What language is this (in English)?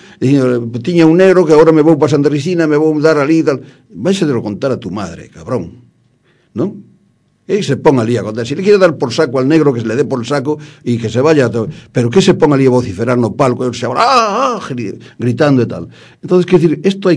Galician